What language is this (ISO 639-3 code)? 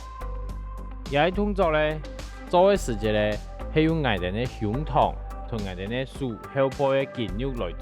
hak